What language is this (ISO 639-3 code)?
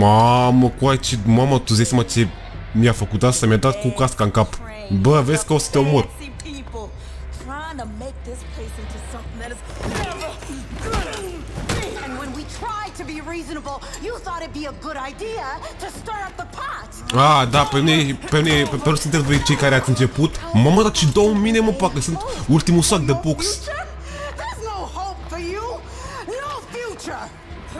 ron